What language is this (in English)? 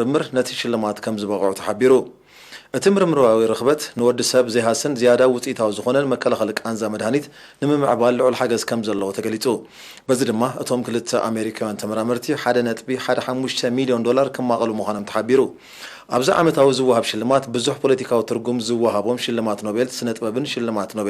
Tigrinya